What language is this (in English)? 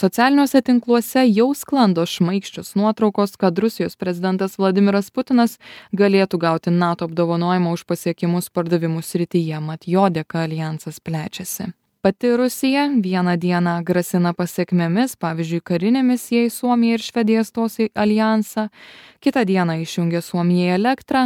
Lithuanian